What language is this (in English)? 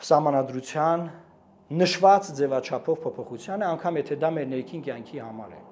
Armenian